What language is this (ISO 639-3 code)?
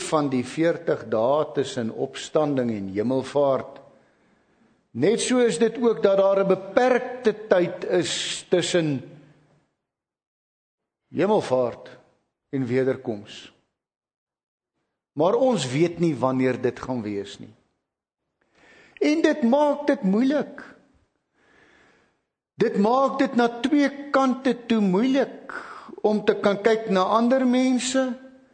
afr